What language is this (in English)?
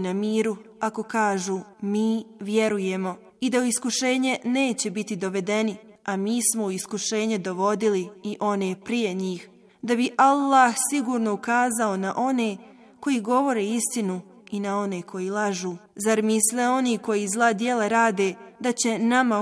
Bosnian